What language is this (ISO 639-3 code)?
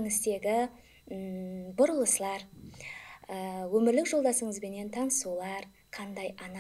kaa